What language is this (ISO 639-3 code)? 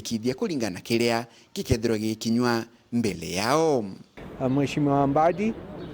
mer